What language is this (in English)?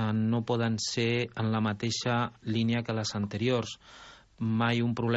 Catalan